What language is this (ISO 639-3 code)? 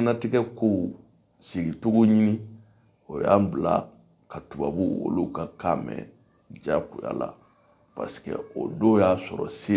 bam